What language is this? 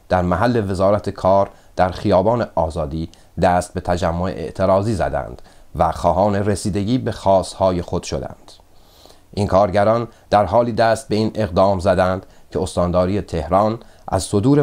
Persian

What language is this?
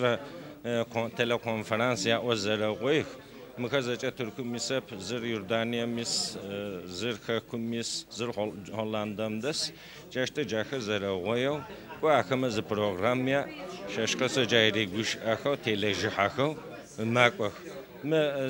Adyghe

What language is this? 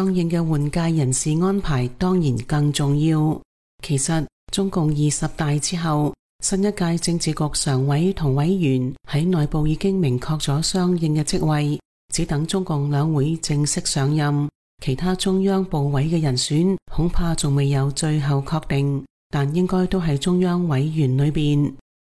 Cantonese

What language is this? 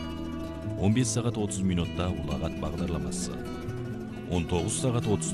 Kazakh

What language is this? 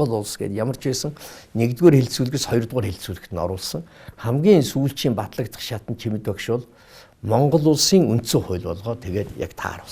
Mongolian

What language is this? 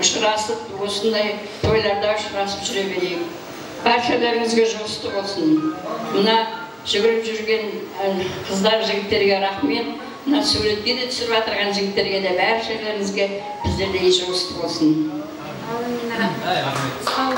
Kara-Kalpak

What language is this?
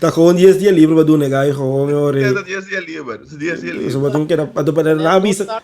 Papiamento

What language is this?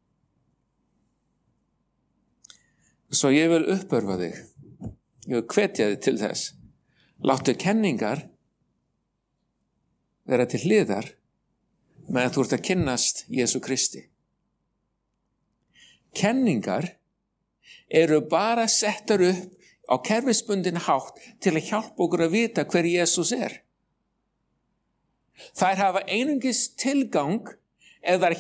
Icelandic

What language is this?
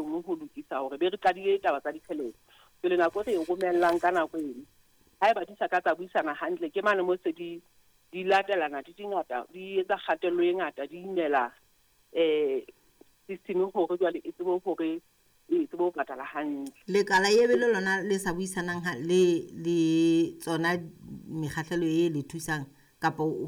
Southern Sotho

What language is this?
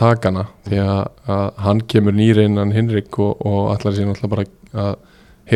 Icelandic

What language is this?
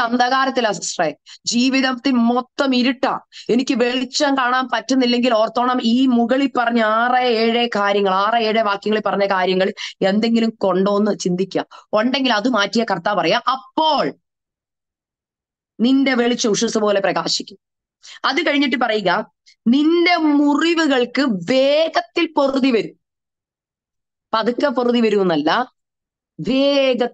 Malayalam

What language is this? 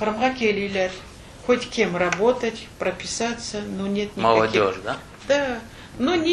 Crimean Tatar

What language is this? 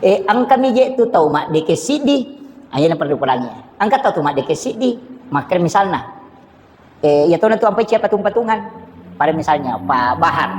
Buginese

